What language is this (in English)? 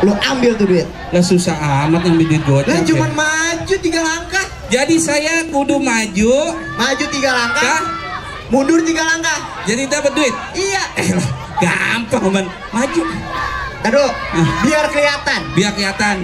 Betawi